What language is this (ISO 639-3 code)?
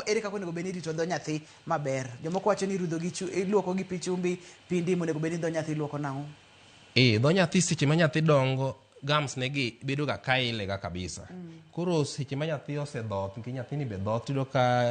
luo